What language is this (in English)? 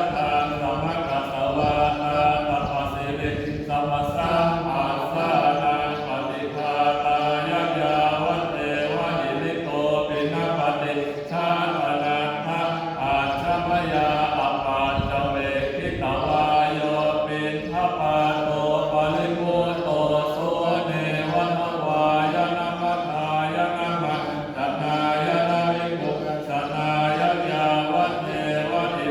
Pali